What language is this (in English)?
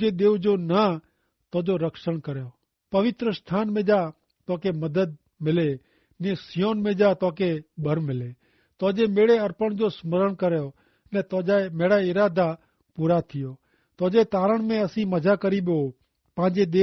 Kachhi